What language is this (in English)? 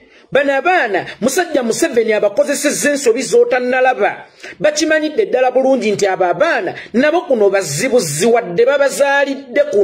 Ganda